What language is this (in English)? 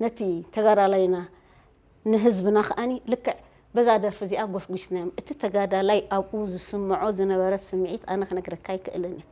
Tigrinya